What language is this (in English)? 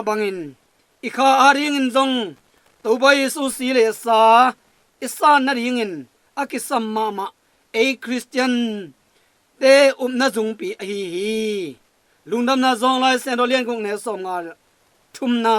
Tedim Chin